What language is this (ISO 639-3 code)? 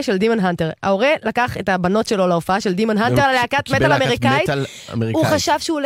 heb